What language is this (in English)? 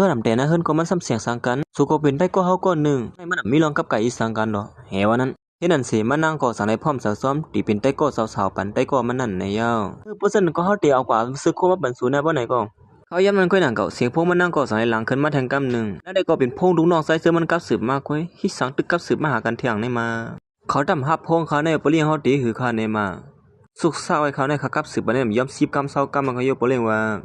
Shan